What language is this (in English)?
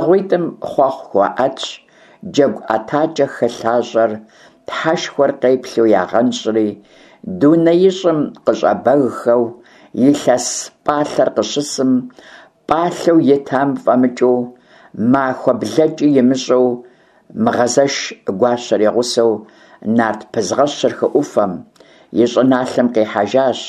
Kabardian